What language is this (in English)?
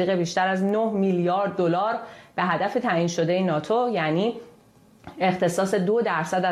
Persian